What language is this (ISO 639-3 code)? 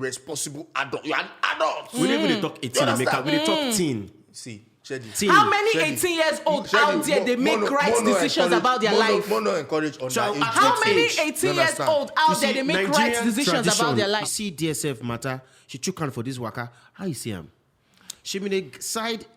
pcm